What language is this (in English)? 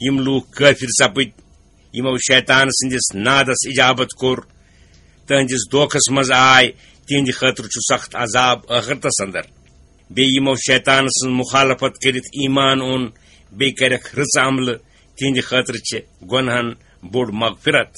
Kashmiri